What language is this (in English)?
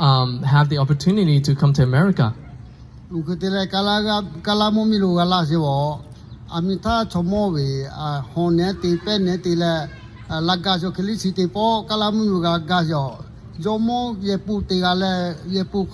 Lahu